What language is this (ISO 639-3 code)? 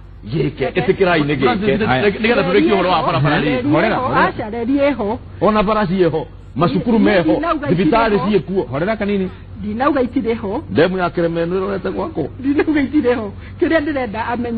kik